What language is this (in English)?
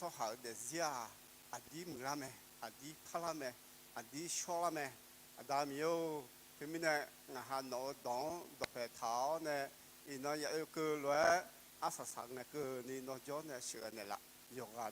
Akha